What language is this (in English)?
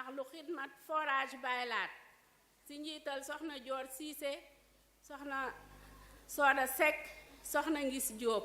Wolof